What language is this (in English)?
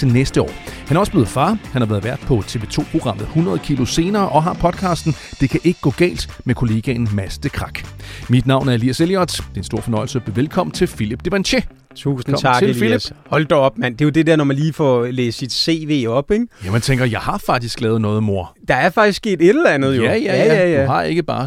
Danish